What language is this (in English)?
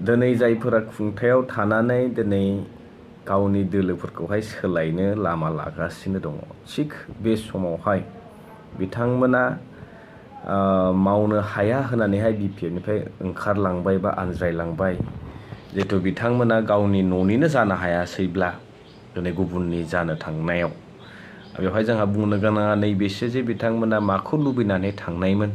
Bodo